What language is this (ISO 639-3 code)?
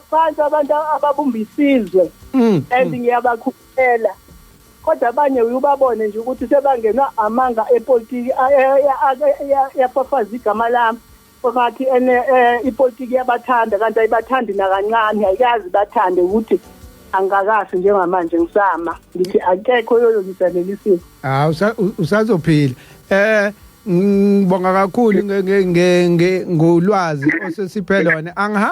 zul